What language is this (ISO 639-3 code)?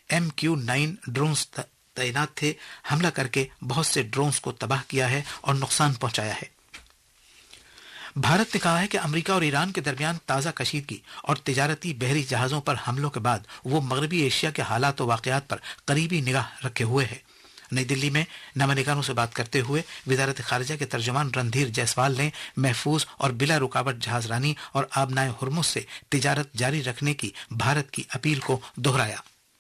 urd